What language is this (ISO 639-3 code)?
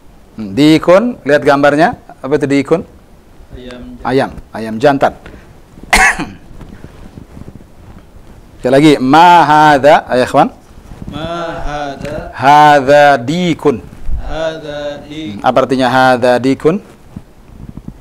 ind